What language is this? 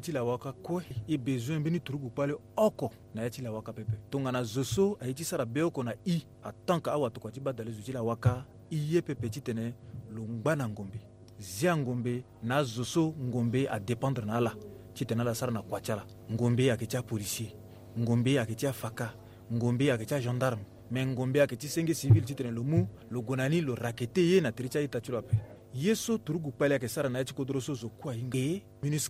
Sango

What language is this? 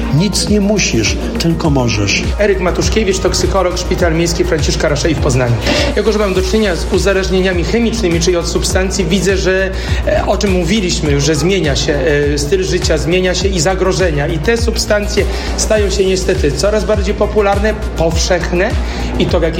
Polish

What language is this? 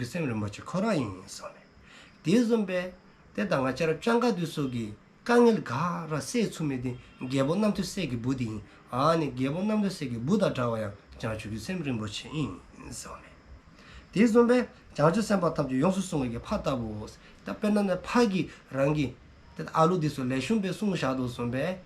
Dzongkha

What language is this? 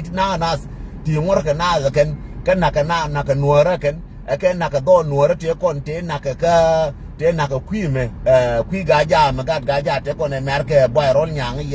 Nuer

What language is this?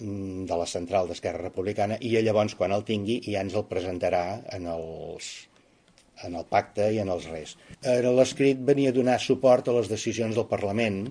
Catalan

